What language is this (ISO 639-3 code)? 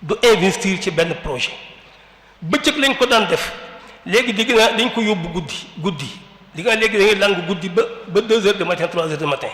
wol